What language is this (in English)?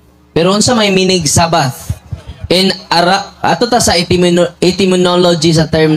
Cebuano